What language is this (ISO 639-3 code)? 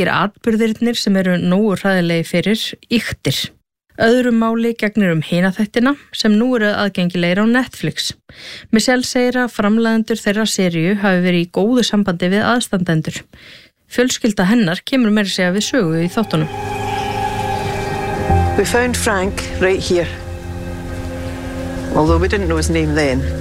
isl